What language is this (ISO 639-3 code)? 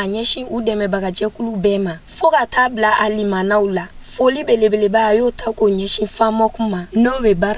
bam